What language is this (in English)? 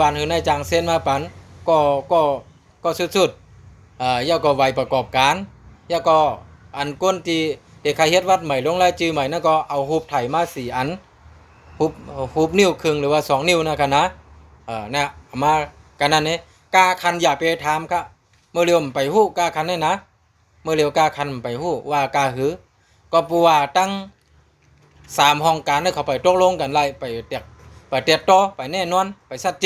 Shan